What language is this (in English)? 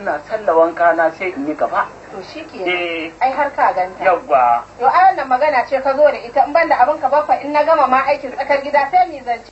Hausa